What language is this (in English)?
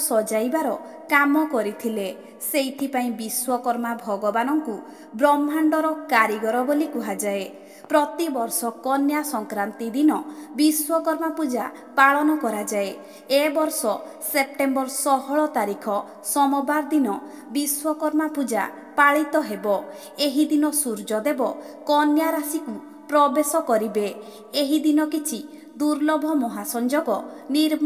Odia